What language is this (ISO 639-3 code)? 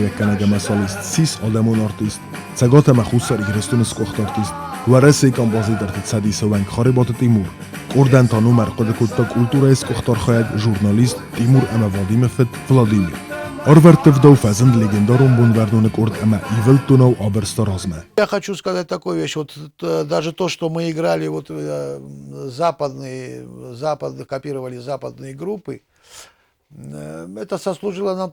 oss